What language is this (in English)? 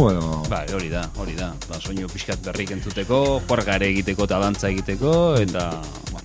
Basque